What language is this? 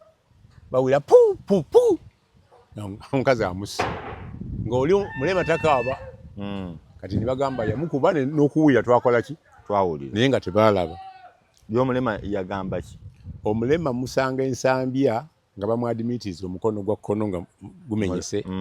Ganda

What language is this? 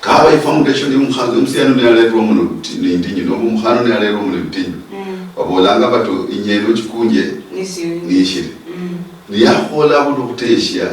Luyia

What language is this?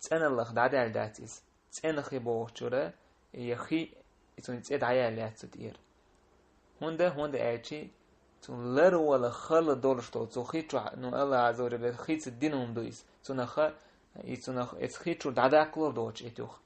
Chechen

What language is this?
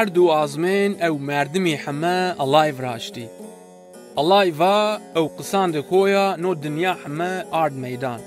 Zaza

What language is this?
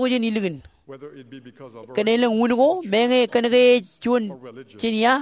Marshallese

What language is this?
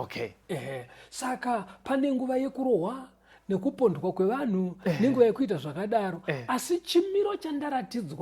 Shona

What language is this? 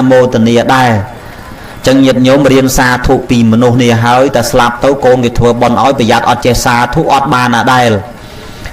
Khmer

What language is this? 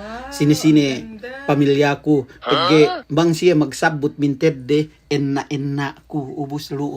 Yakan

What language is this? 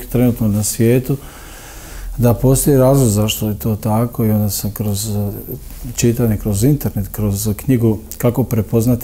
Croatian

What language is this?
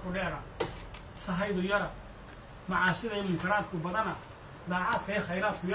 Somali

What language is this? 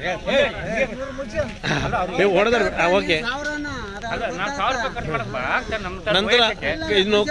Kannada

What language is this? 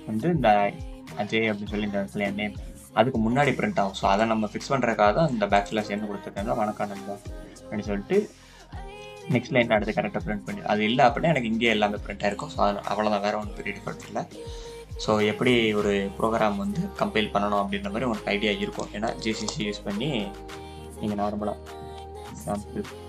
Tamil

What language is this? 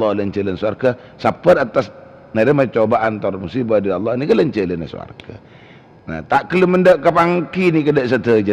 Madurese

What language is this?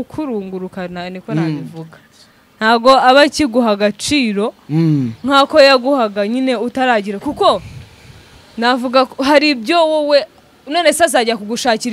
Kinyarwanda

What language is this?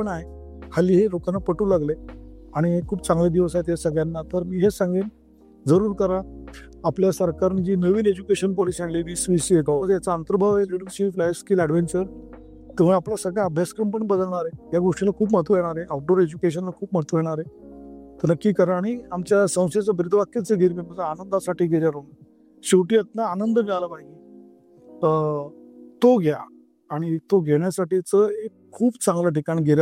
Marathi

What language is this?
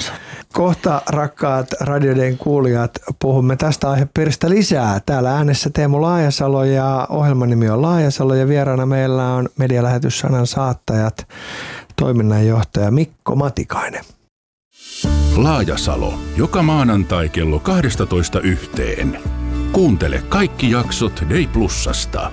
Finnish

